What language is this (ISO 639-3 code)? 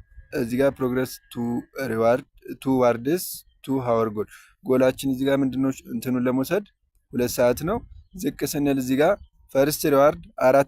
amh